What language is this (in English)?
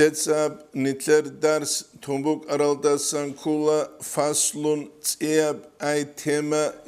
Avaric